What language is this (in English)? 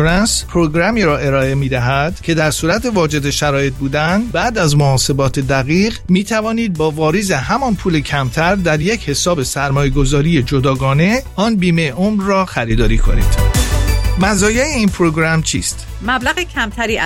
Persian